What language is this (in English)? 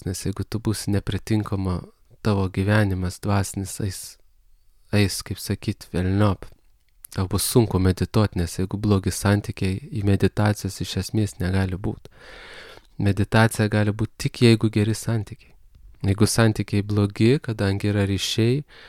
Lithuanian